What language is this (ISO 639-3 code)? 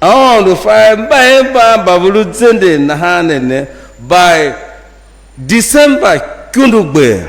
tiv